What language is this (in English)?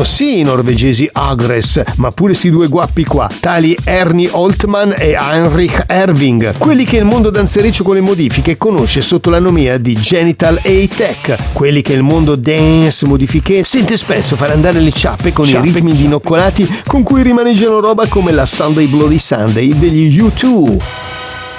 Italian